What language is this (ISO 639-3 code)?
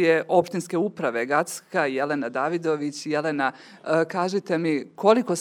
hrv